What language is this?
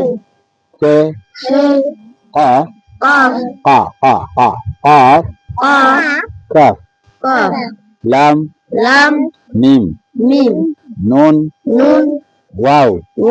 Swahili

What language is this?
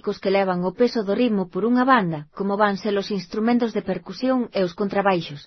Galician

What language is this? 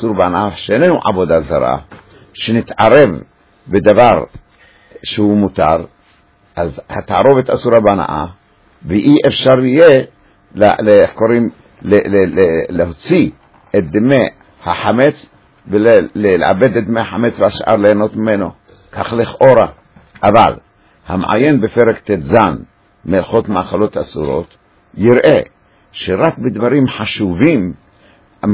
Hebrew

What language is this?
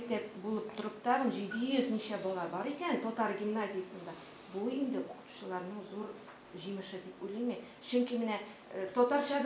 Tatar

